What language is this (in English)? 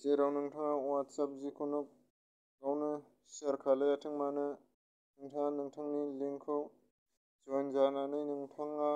Bodo